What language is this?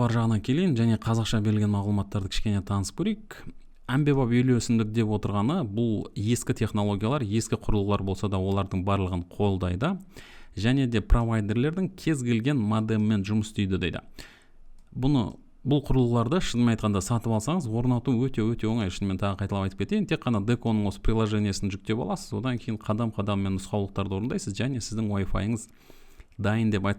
Kazakh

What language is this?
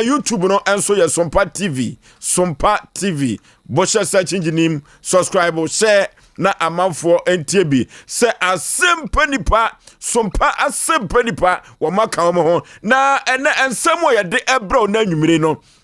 Akan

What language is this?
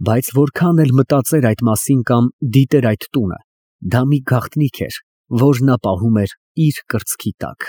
Armenian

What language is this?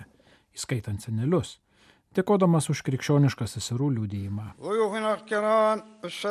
Lithuanian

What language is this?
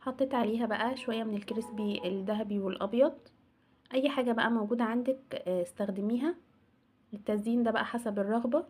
Egyptian Arabic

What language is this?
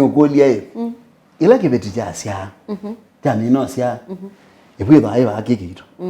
Kamba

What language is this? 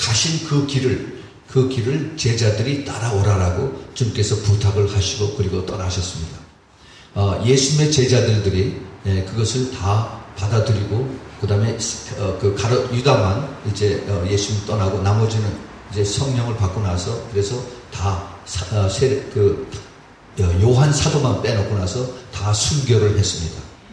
Korean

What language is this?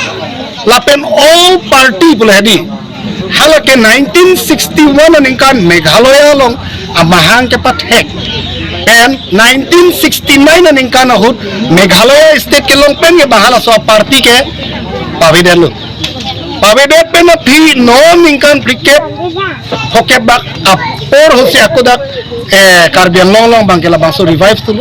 Karbi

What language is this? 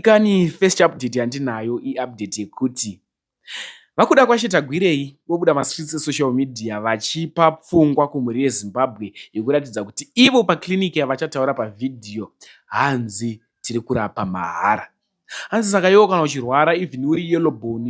Shona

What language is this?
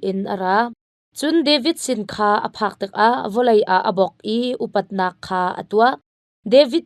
Hakha Chin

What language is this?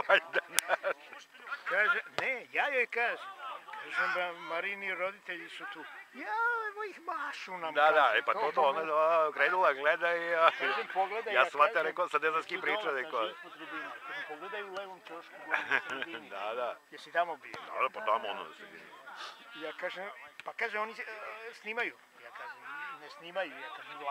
Serbian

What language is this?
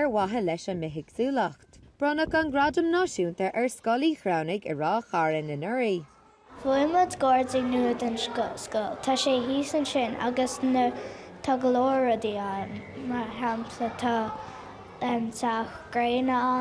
Irish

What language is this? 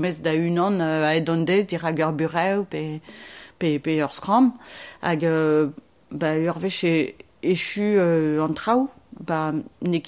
Breton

